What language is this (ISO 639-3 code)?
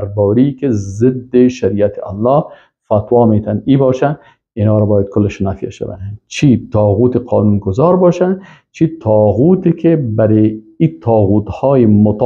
fas